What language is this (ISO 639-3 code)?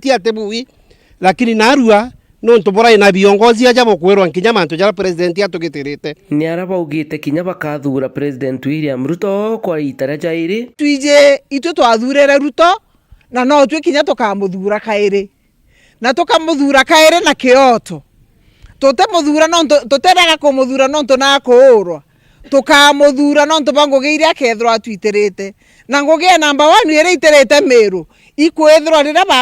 mer